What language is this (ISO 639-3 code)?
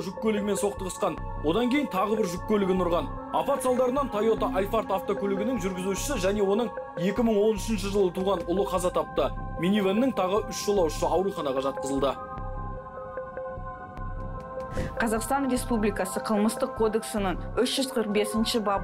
kaz